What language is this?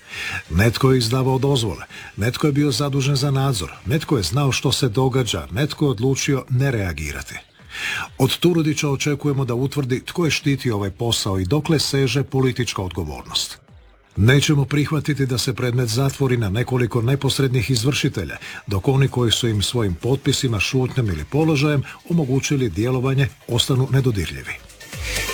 Croatian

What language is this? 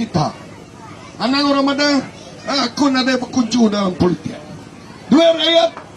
Iban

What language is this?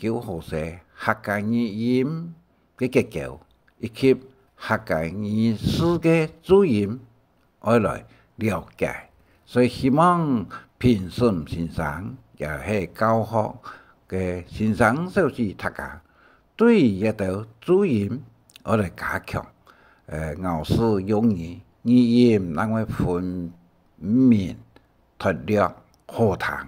Hakka Chinese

